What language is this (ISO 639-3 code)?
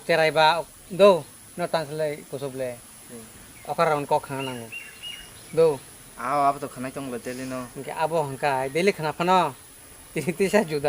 trp